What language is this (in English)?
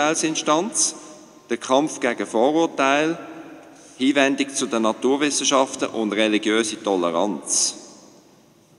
German